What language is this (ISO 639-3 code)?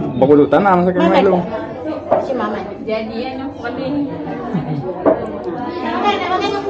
msa